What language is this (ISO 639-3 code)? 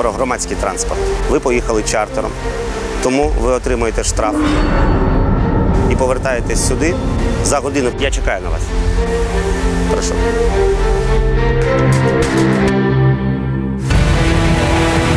ukr